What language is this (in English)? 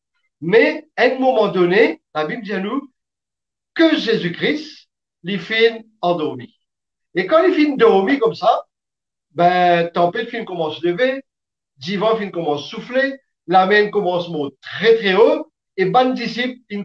Morisyen